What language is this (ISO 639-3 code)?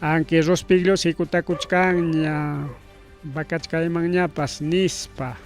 quy